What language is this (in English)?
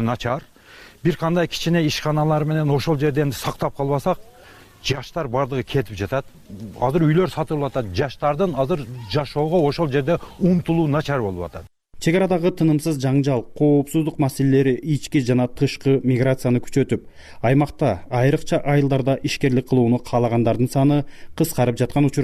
Kyrgyz